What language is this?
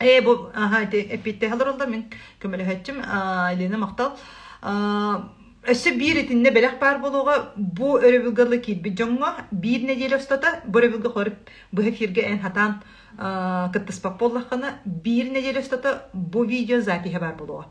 Yakut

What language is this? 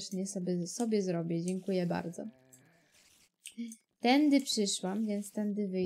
Polish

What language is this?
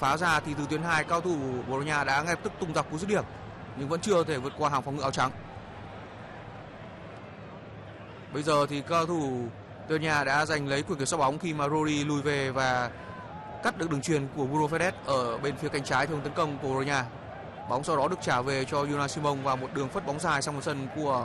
Vietnamese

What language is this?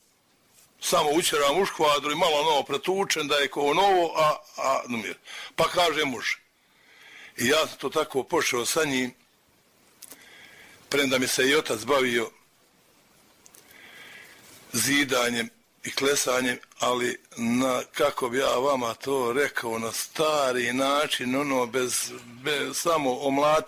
Bosnian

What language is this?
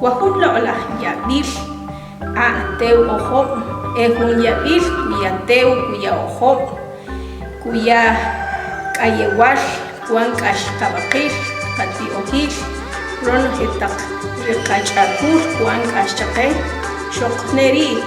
Achi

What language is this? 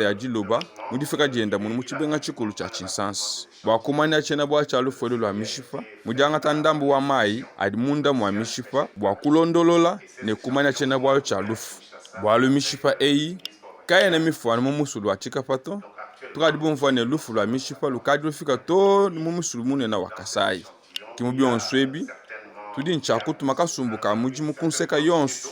Luba-Lulua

